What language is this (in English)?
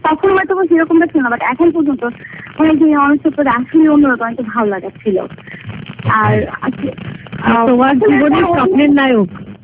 Bangla